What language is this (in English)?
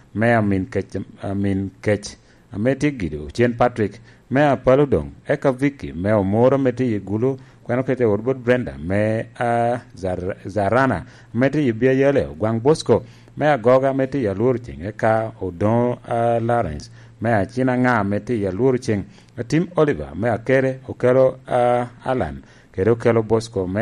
Lango (Uganda)